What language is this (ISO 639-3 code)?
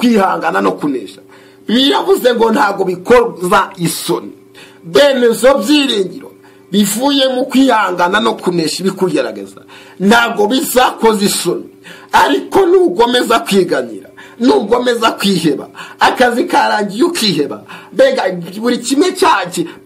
kin